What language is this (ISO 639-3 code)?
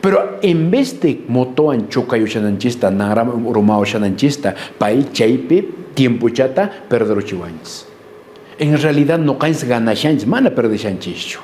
que